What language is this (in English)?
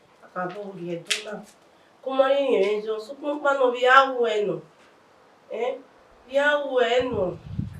Bini